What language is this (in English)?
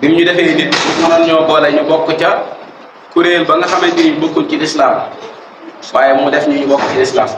Wolof